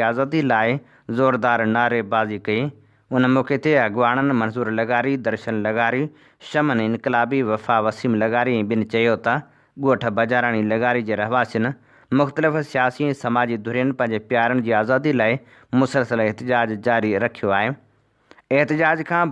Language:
Sindhi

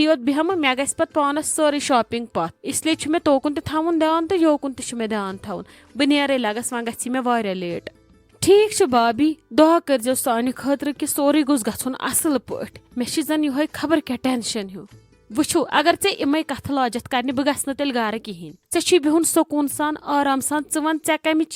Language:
Kashmiri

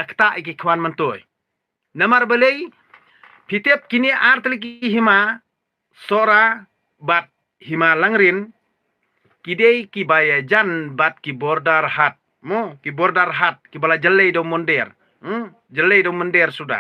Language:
Khasi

